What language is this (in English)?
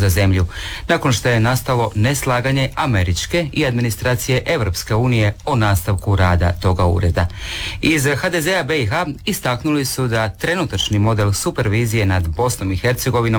Croatian